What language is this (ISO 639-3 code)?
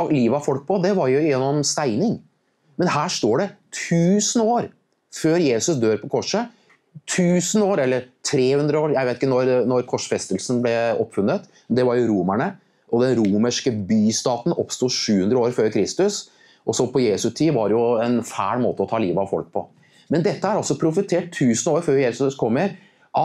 nor